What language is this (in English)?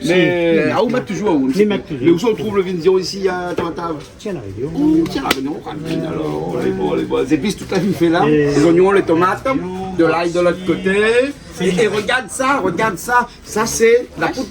Réunion Creole French